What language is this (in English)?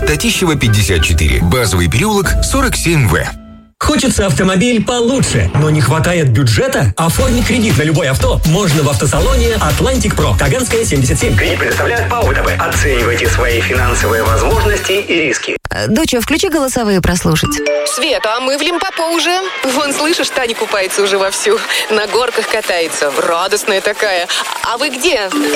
Russian